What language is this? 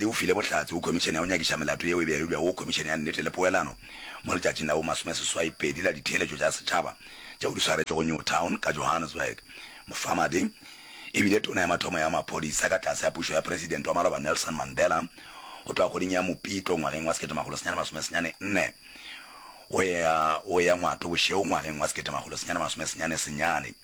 Northern Sotho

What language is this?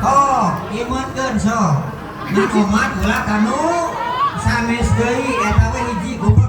Sundanese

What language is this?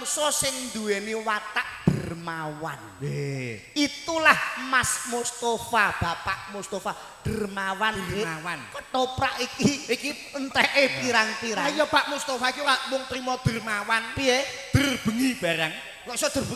Javanese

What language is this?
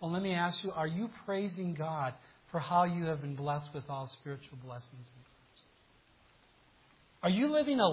English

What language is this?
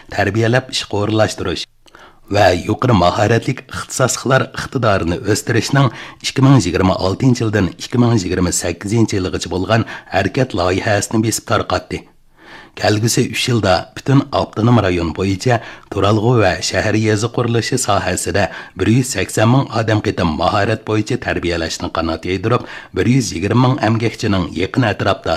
Uyghur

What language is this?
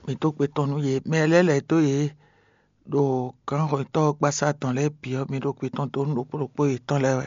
Fon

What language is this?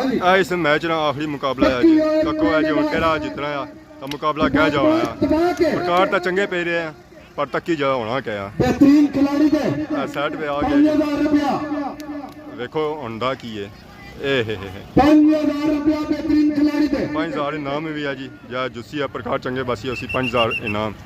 Pahari-Potwari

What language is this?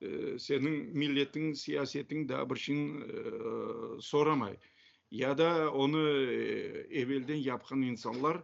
Crimean Tatar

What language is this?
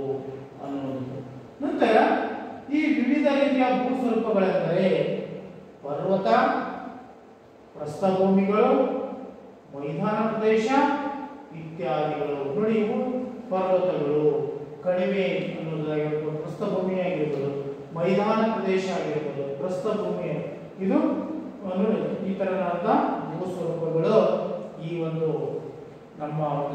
Kannada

